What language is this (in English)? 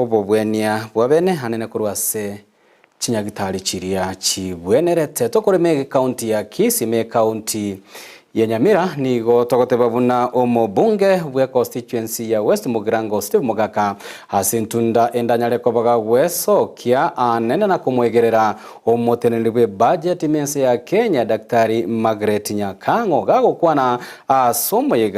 Gusii